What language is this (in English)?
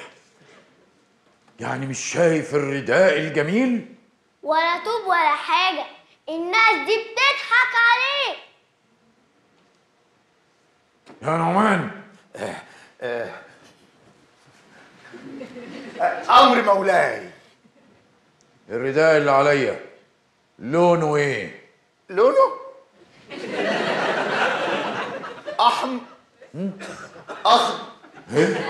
Egyptian Arabic